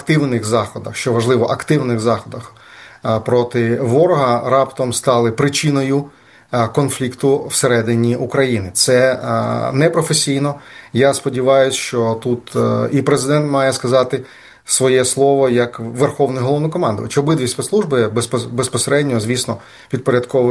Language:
Ukrainian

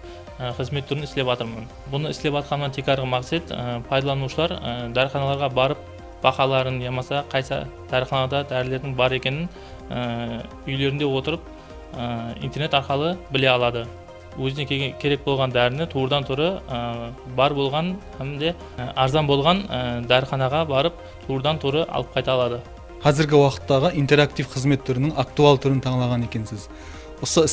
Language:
Kara-Kalpak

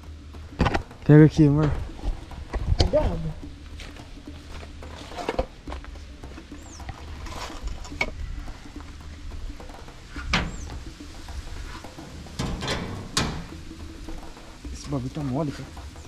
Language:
Portuguese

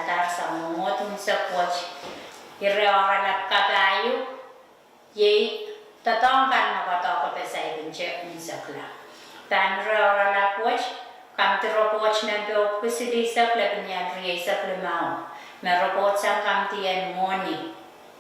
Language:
Pohnpeian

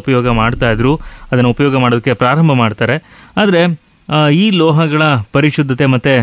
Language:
Kannada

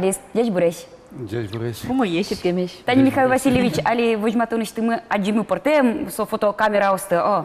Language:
Udmurt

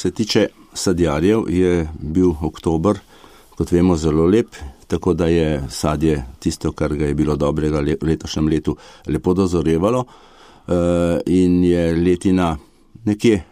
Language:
Slovenian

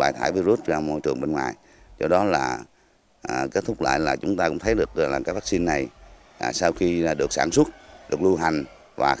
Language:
Vietnamese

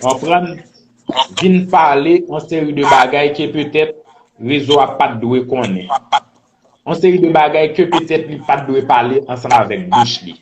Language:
Haitian Creole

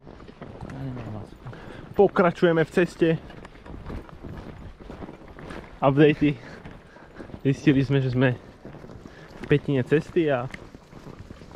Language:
Slovak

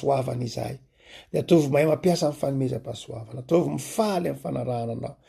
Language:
Malagasy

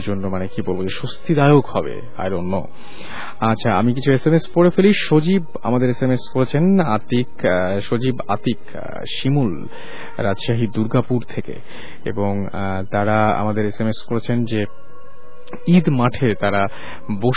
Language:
Bangla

